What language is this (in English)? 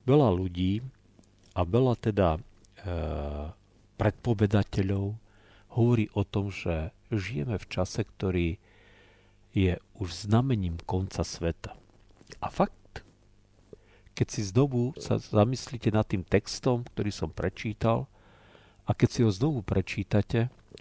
Slovak